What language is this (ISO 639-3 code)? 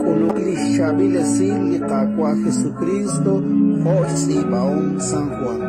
kek